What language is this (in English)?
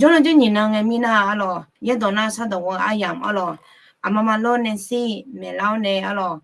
Akha